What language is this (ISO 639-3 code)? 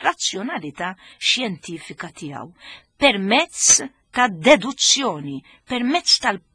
mlt